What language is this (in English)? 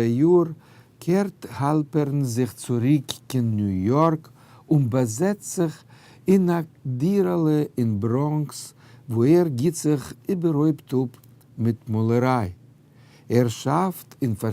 Yiddish